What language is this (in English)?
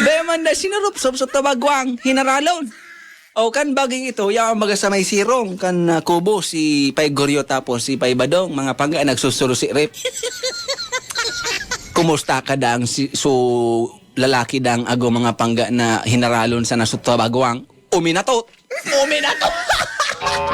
Bikol